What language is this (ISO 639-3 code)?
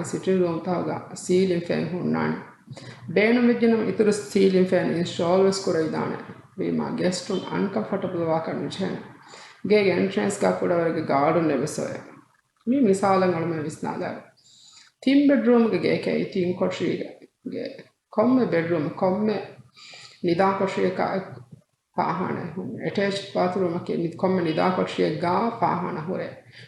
div